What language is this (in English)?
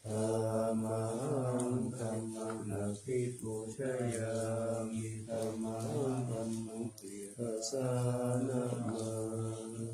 Pali